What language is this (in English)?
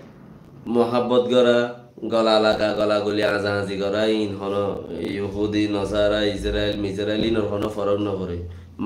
Rohingya